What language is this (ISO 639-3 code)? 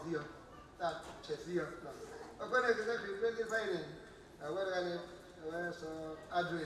ksw